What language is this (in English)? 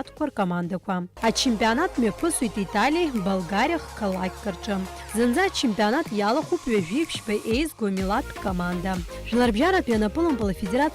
Abkhazian